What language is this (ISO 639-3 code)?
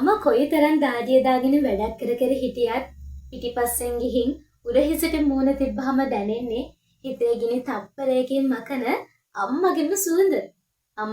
sin